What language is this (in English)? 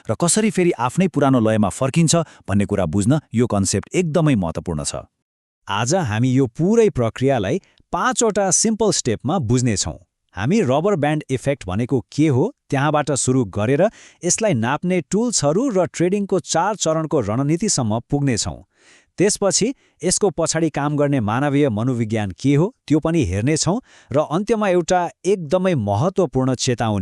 Nepali